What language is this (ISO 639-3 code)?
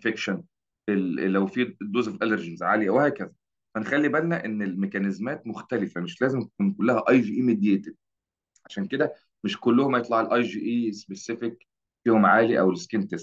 arz